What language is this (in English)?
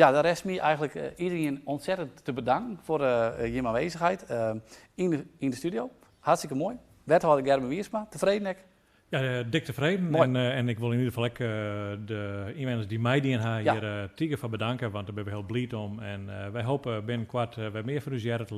Western Frisian